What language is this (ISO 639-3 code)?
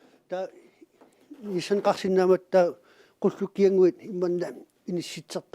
kal